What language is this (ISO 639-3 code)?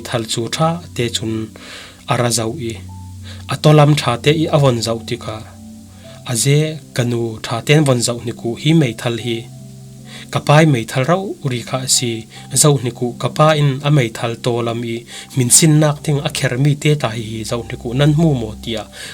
cfm